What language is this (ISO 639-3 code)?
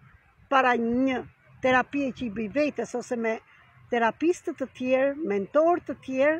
sqi